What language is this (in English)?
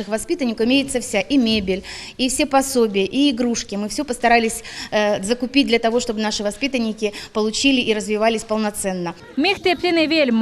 Crimean Tatar